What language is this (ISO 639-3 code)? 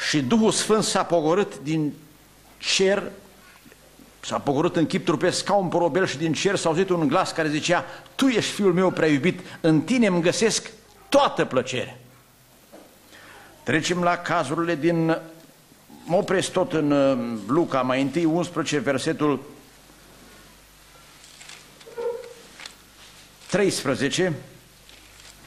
ron